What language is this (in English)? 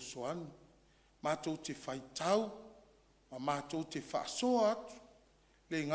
Samoan